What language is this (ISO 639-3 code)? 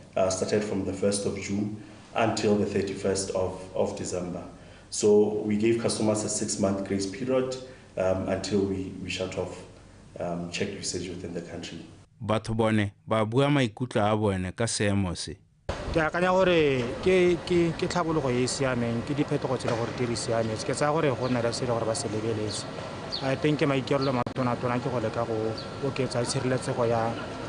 tsn